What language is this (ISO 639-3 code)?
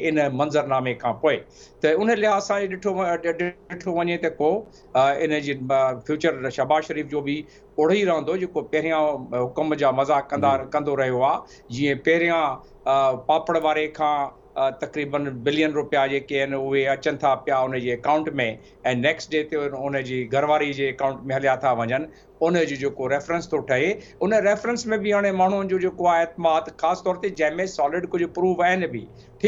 snd